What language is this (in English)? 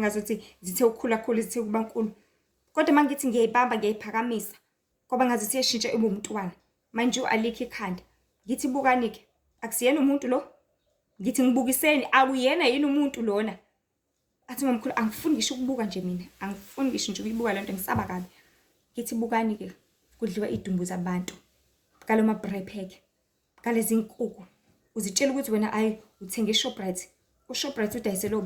Zulu